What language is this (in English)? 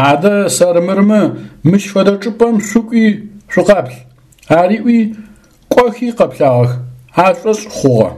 Adyghe